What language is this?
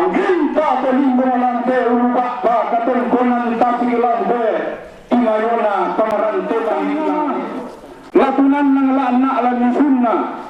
Toraja-Sa'dan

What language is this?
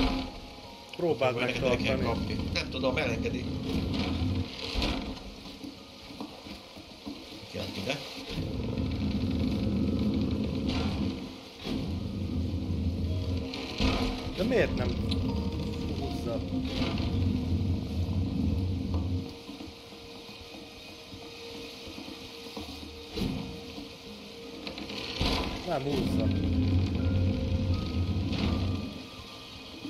Hungarian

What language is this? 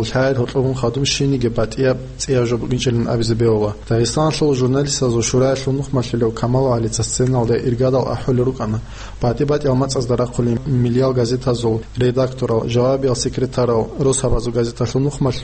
Avaric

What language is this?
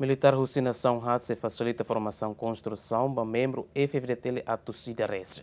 Tetum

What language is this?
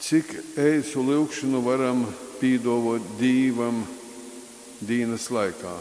Latgalian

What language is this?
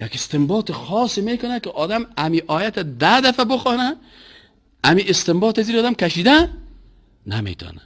Persian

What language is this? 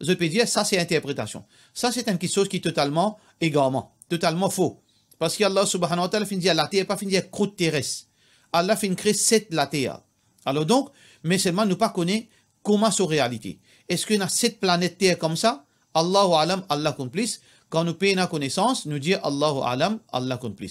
Morisyen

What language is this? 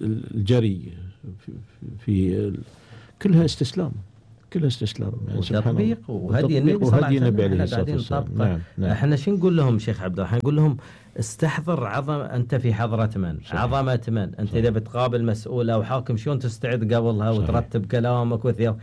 Gulf Arabic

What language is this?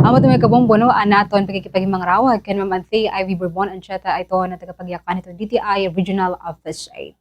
Waray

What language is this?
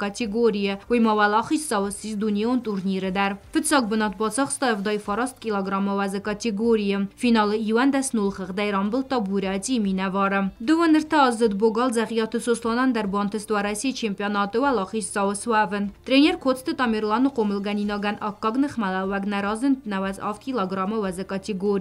Ossetic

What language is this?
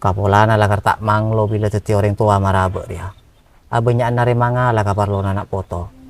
Madurese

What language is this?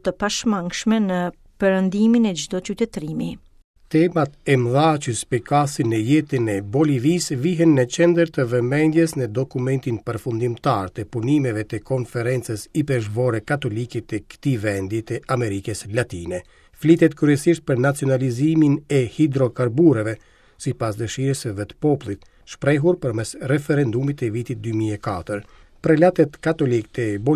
Albanian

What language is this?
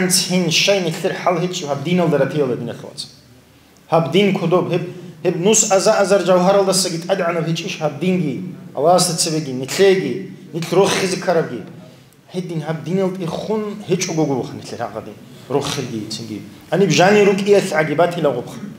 Avaric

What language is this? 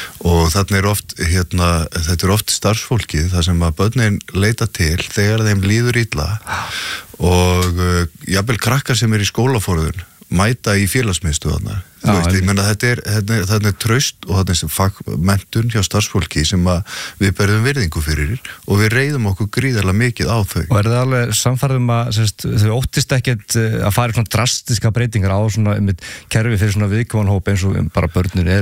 Icelandic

